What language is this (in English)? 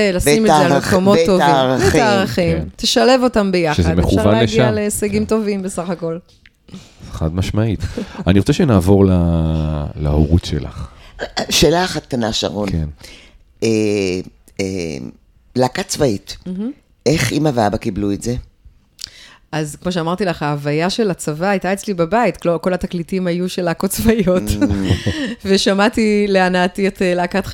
Hebrew